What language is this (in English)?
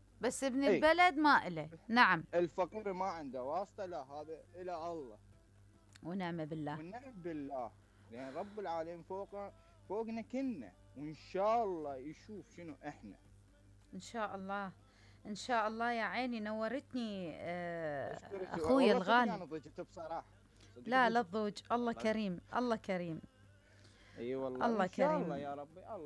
Mesopotamian Arabic